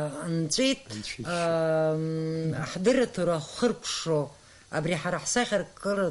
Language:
Abkhazian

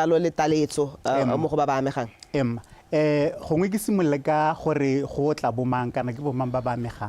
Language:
Tswana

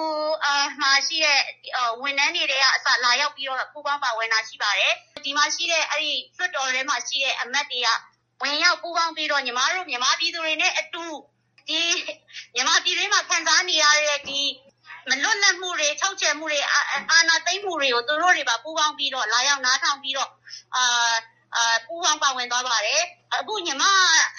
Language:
Burmese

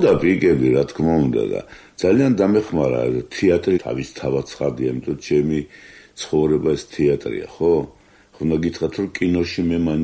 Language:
Georgian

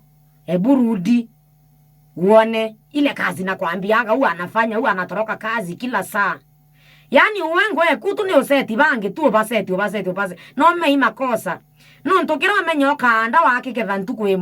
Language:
Meru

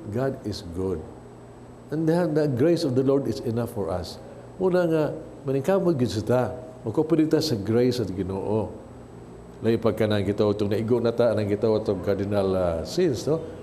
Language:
Cebuano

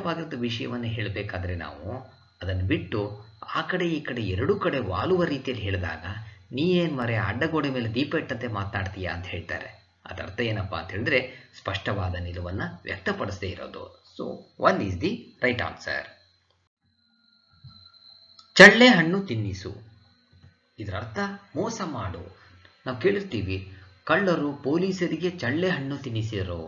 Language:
Kannada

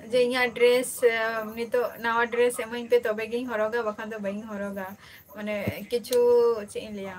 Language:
Santali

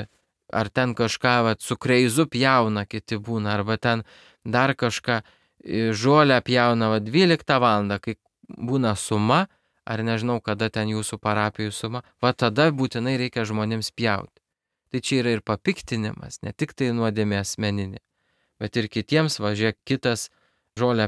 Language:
Lithuanian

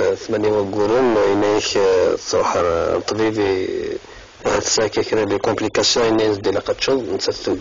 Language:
Kabyle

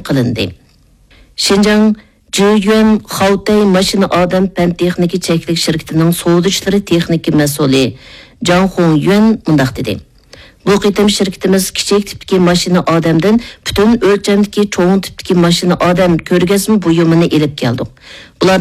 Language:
Uyghur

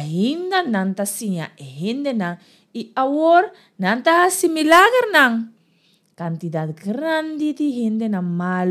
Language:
Papiamento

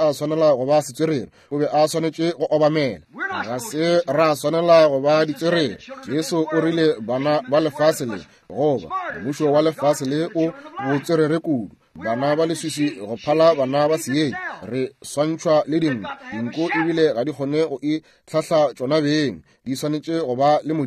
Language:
Northern Sotho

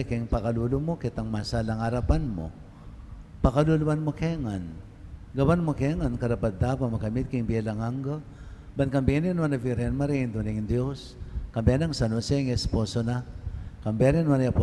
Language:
Pampanga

